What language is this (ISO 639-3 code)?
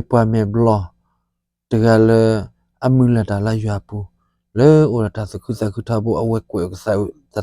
ksw